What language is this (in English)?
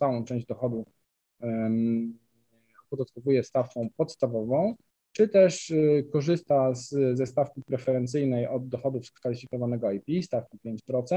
Polish